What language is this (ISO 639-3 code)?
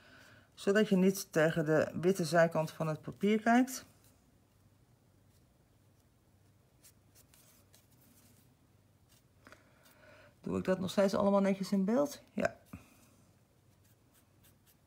nld